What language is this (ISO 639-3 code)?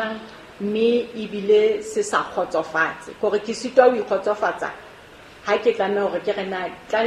sot